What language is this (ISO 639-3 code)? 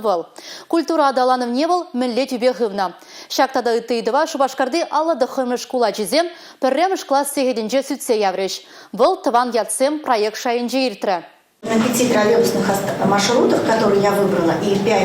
chv